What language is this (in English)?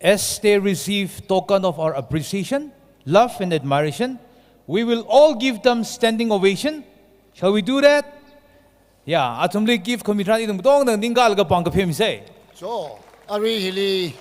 Tangkhul Naga (India)